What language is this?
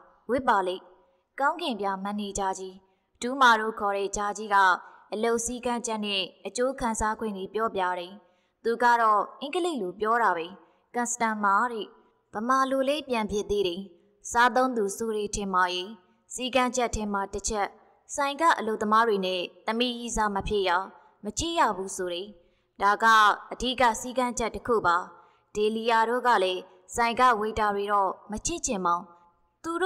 Burmese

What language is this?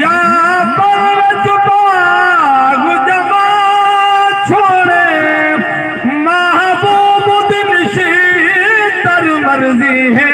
Saraiki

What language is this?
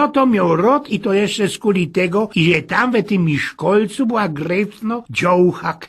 Silesian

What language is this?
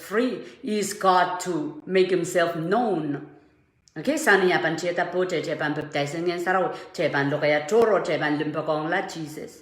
Pohnpeian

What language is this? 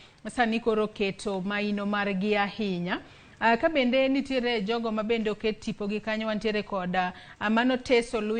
Luo (Kenya and Tanzania)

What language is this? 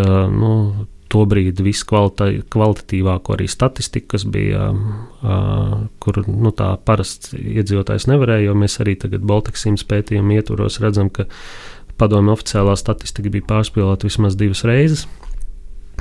Latvian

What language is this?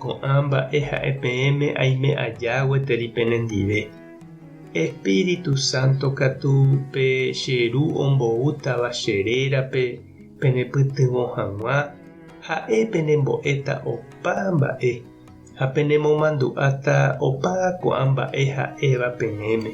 Guarani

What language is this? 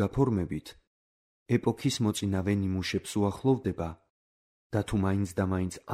Georgian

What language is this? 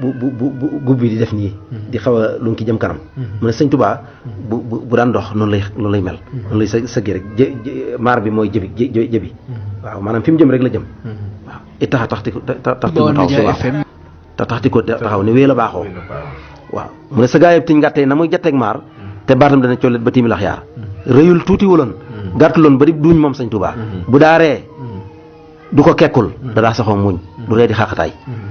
Wolof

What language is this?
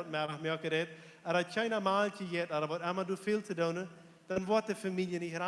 Plautdietsch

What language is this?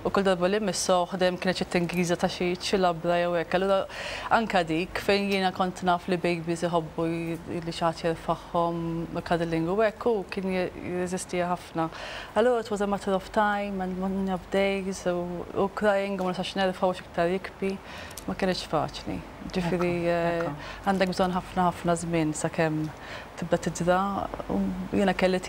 Maltese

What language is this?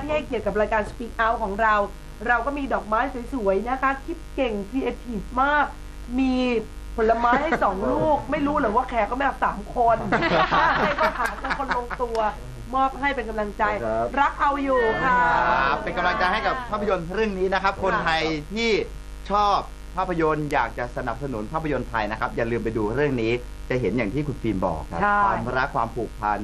Thai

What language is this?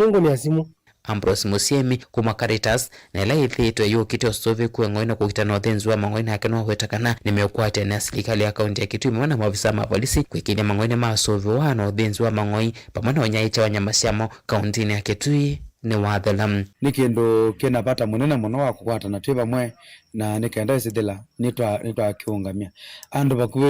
Kamba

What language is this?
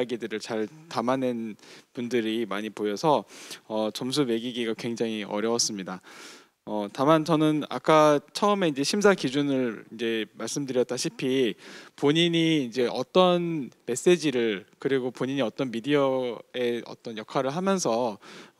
Korean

